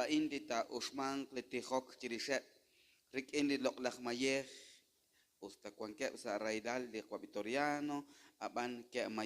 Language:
Kekchí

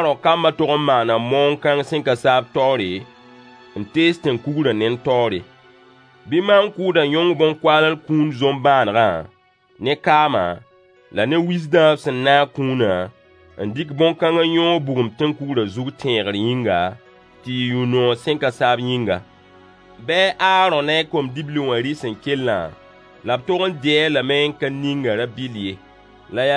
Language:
Mossi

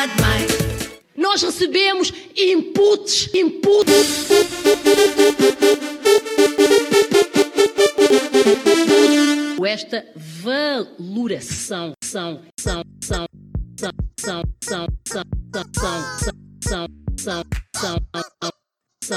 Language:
Portuguese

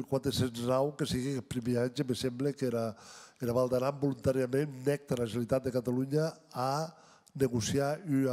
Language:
Occitan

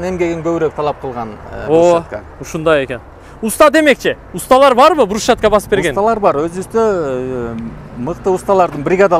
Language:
Kyrgyz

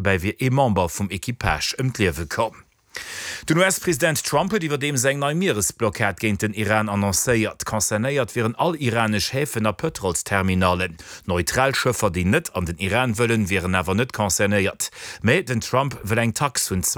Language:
Luxembourgish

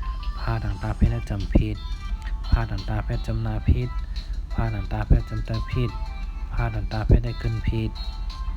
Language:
Shan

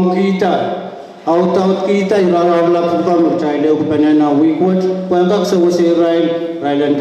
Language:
Pohnpeian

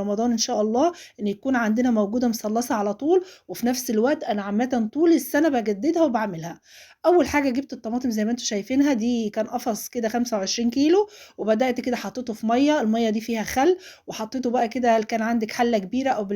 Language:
Egyptian Arabic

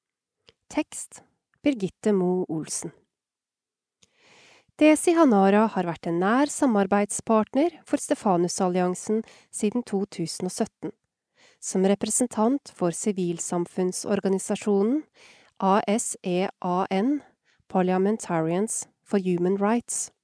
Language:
Norwegian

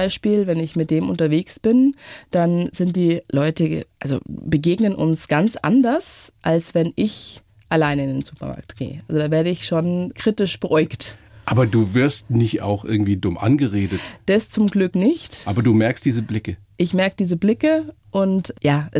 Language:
German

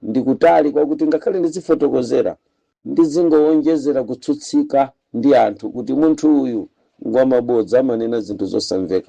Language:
Nyanja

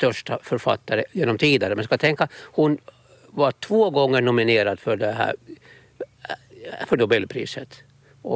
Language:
Swedish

